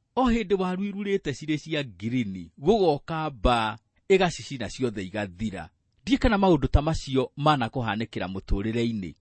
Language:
Kikuyu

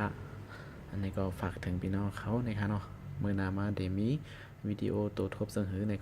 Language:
Shan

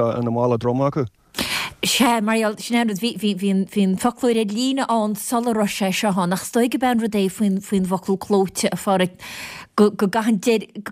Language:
Irish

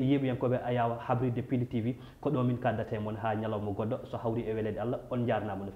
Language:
Fula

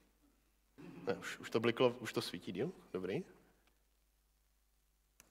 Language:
Czech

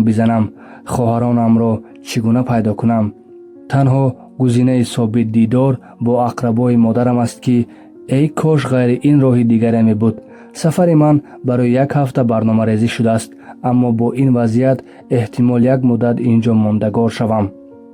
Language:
Tajik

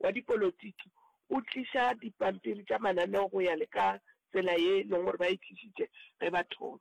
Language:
Northern Sotho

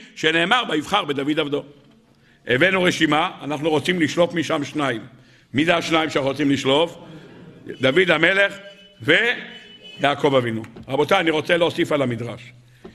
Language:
Hebrew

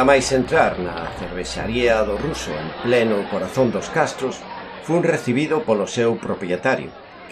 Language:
Galician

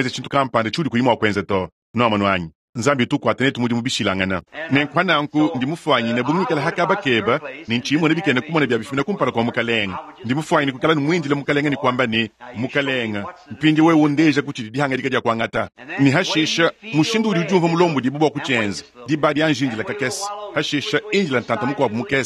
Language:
Luba-Lulua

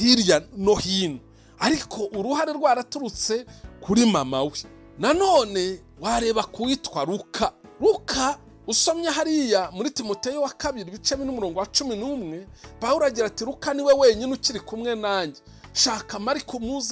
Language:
Kinyarwanda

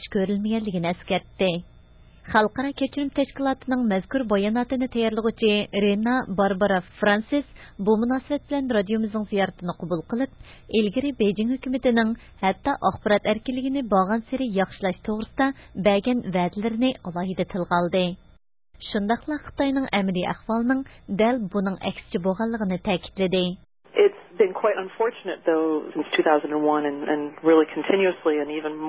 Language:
Uyghur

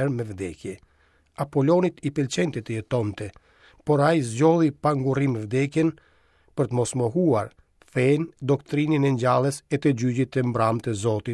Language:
Albanian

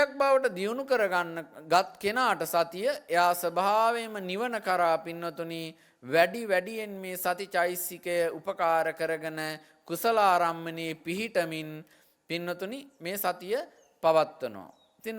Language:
Sinhala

